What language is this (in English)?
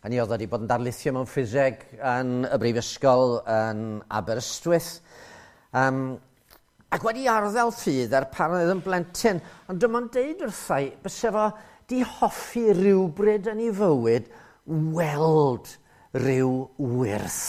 Welsh